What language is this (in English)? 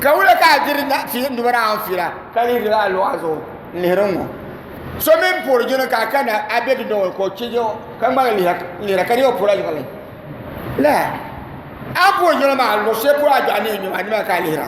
Dagbani